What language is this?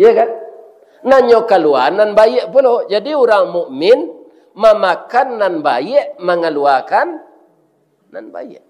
Minangkabau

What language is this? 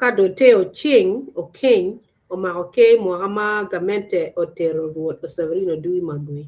Acoli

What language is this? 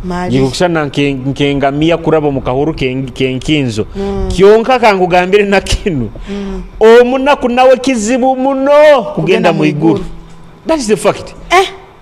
Nyoro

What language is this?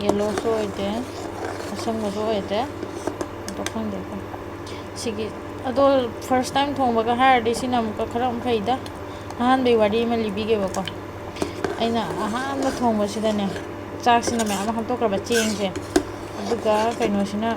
Manipuri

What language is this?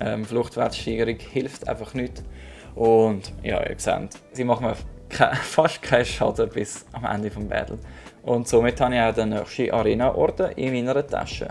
Swiss German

